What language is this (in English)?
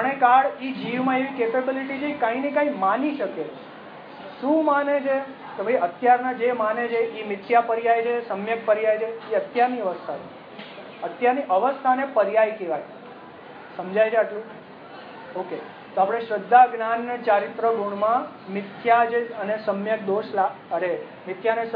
Gujarati